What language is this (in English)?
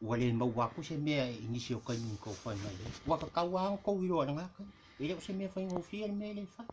Samoan